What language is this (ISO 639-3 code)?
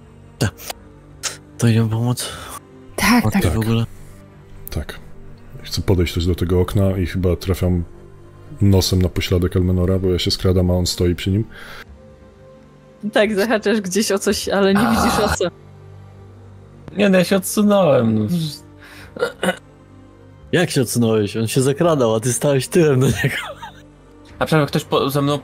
pol